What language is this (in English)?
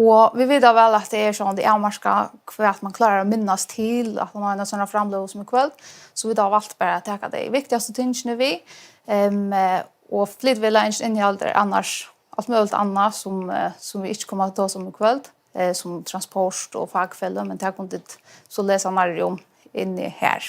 Faroese